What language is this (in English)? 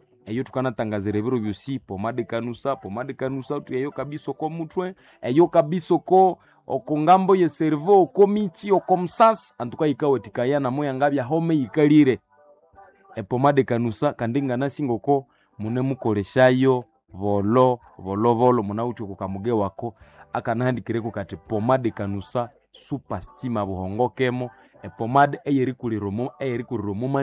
Nande